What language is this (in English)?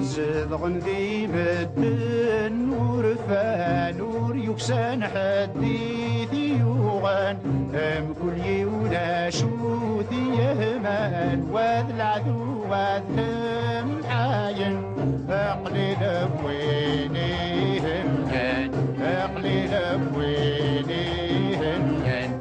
Kabyle